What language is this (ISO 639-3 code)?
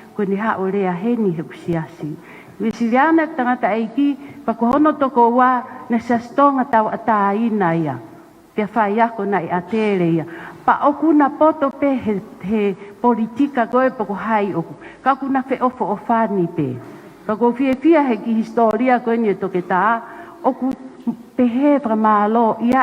ton